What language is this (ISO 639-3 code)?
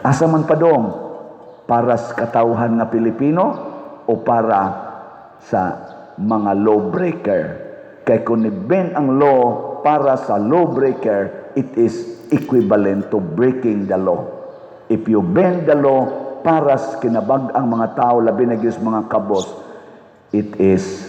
ceb